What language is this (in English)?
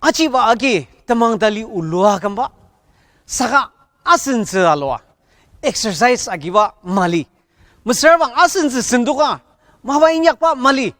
Ao Naga